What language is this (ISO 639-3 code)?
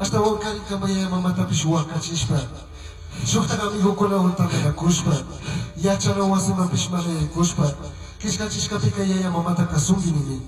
qug